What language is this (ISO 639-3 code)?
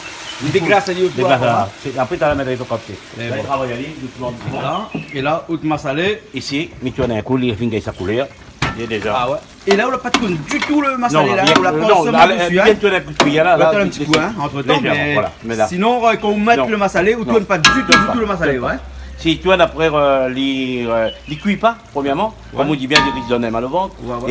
rcf